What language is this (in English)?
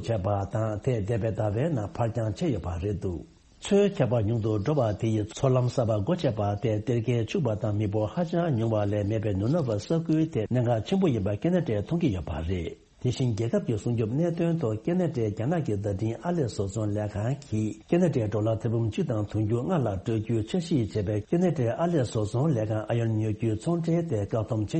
Tibetan